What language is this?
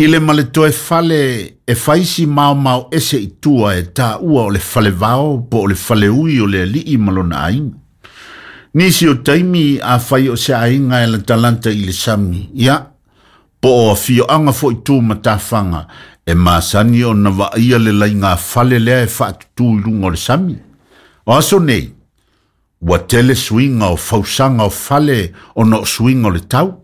Samoan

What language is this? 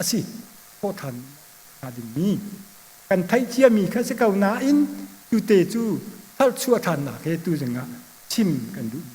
Hakha Chin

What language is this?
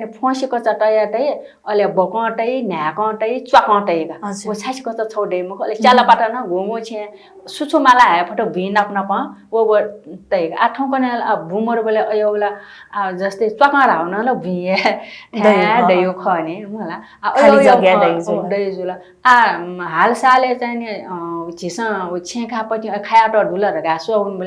Newari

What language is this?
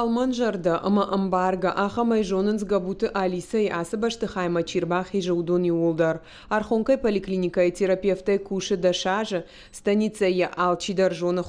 Ossetic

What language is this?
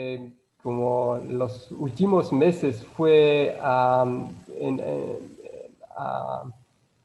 Ladino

